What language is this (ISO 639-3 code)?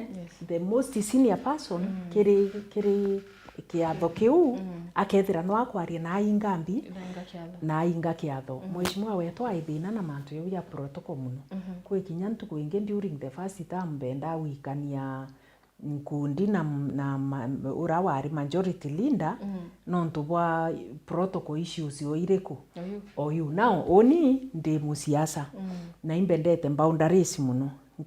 mer